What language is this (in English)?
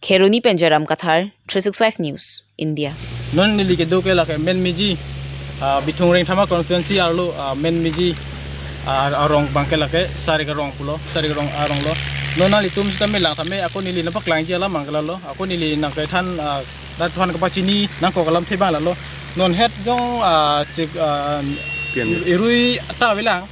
Karbi